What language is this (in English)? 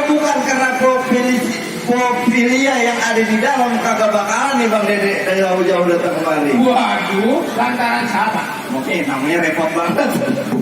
Betawi